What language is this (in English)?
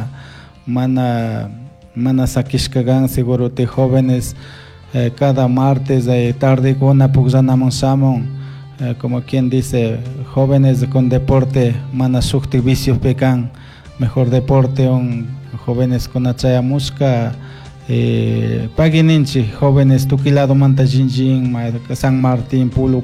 Chimborazo Highland Quichua